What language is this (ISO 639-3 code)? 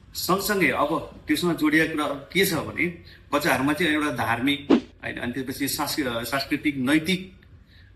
nep